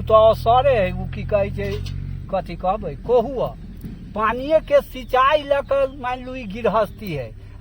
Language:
Maithili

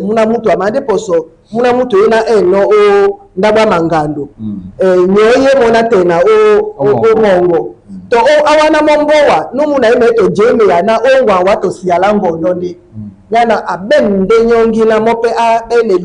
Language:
Duala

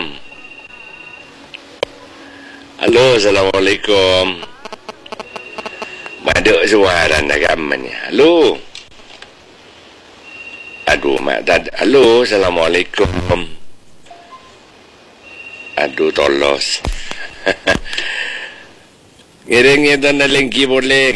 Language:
Madurese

